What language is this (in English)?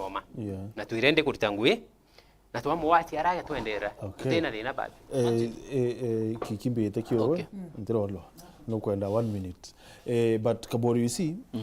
Meru